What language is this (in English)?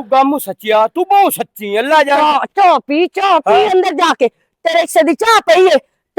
Western Panjabi